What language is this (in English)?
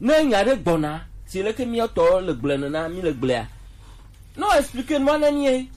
Gen